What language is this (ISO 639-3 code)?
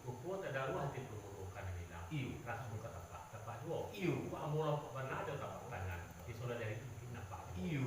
min